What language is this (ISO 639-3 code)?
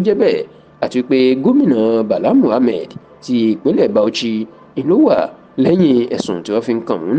yor